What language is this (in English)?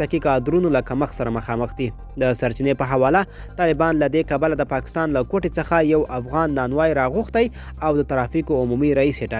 Pashto